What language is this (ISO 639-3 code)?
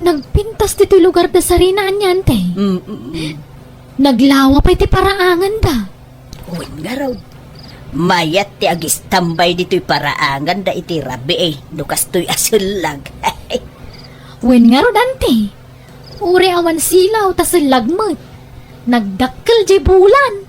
ilo